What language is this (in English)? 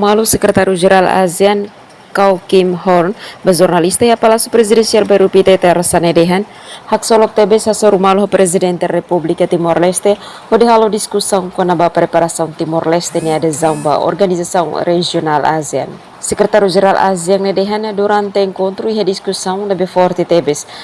Tetum